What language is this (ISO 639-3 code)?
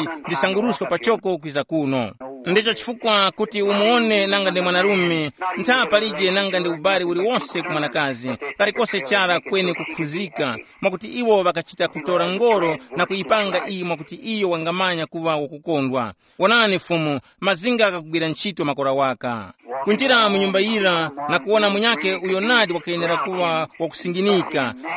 tum